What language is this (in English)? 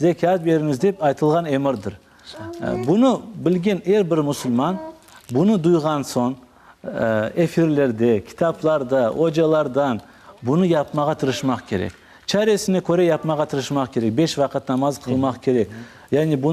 Crimean Tatar